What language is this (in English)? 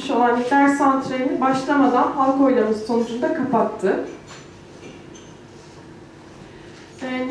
Turkish